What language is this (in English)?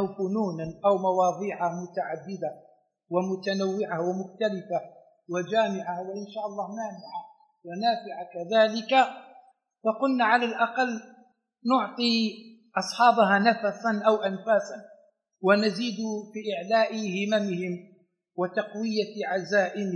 Arabic